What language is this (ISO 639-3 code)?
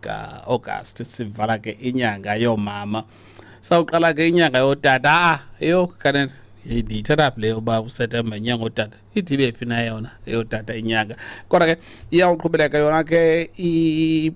xho